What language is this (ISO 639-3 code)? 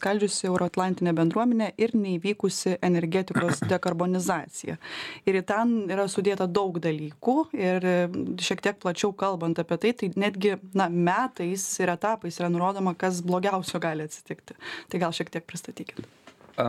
lit